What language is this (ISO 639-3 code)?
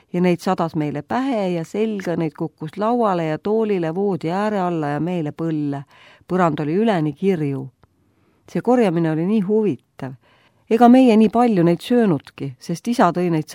est